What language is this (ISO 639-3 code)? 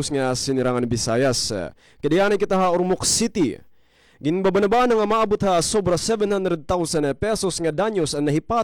war